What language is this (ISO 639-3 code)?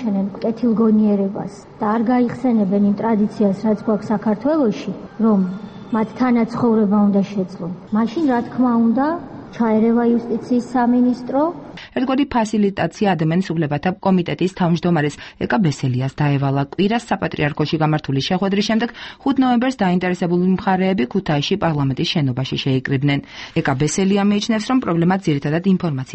kat